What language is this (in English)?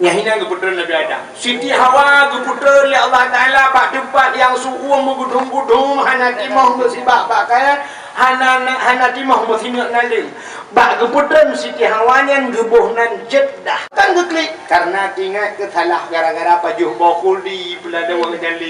Achinese